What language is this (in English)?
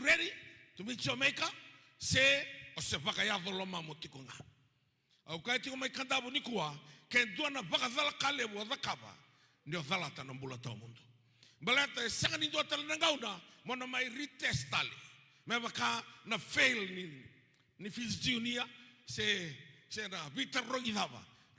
Fijian